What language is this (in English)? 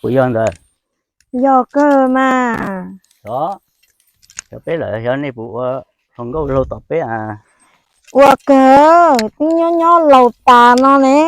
Hmong